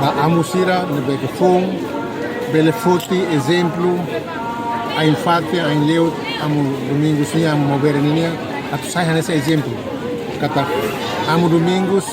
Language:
Tetum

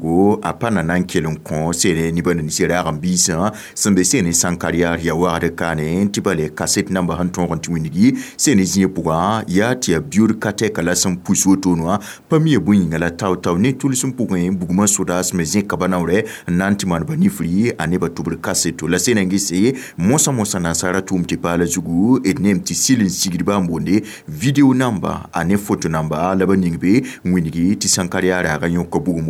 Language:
Mossi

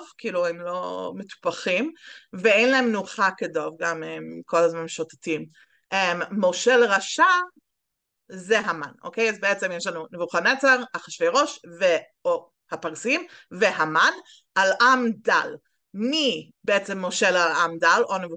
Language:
Hebrew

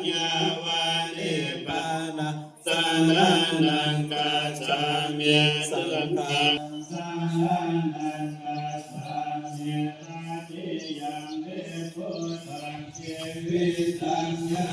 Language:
Pali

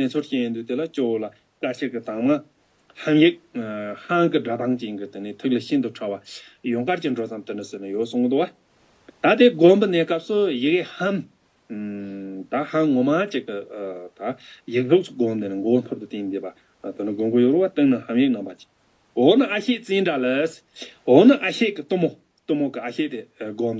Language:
Tibetan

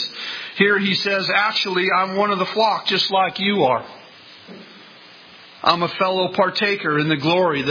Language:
English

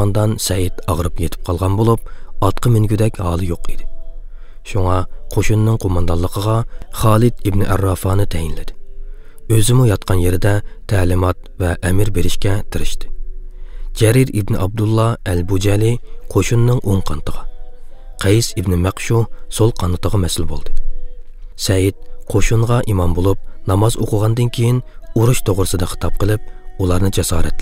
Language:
Uyghur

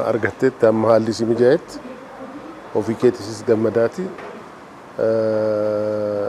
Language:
Oromo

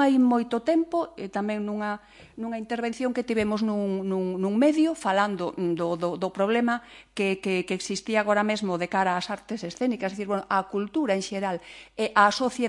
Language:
Galician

